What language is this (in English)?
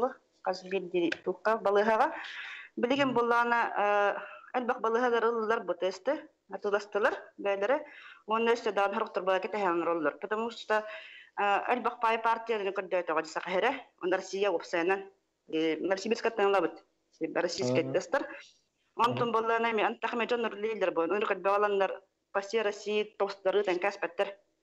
Yakut